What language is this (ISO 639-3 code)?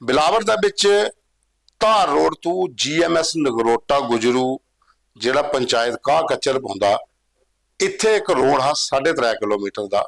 doi